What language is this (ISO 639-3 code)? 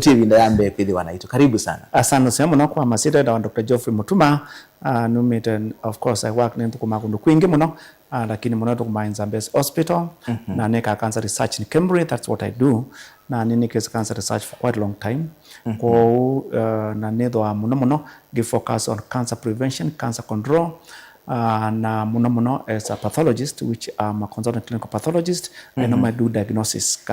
kam